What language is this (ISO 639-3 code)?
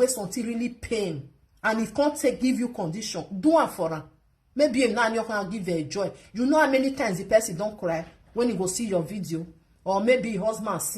pcm